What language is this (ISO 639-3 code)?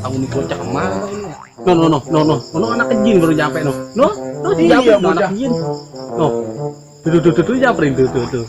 bew